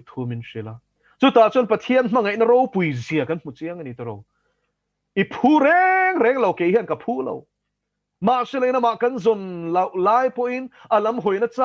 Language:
Mizo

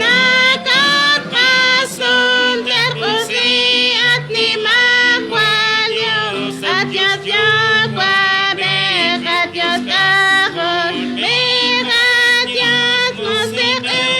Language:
Kekchí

